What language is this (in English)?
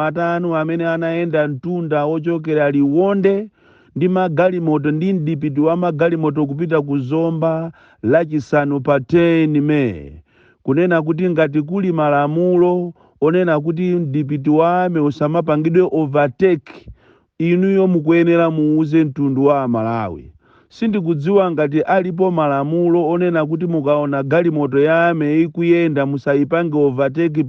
Nyanja